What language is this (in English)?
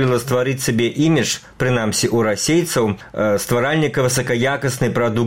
Belarusian